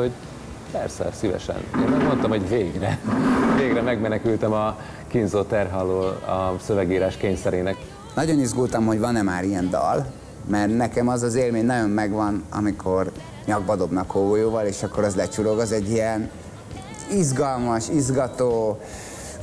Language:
Hungarian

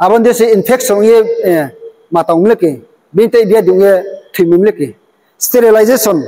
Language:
Riang (India)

